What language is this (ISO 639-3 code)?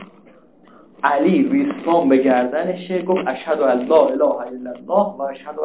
fas